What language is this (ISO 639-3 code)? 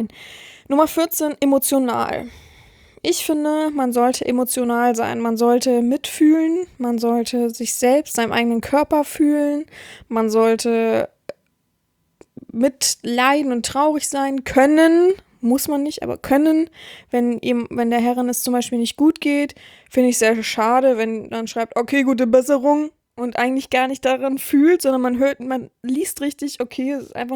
deu